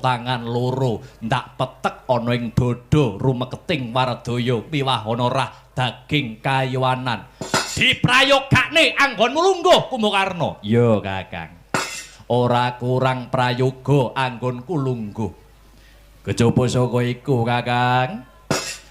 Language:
Javanese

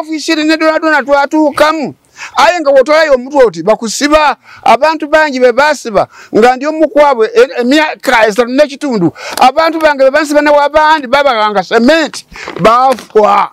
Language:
Ganda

